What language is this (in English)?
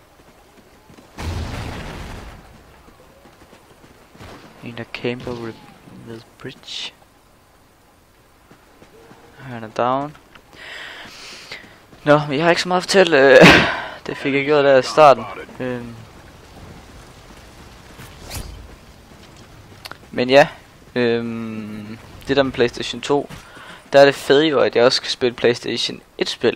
Danish